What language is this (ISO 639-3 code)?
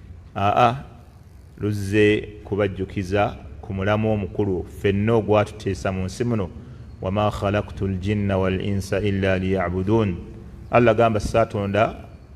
lug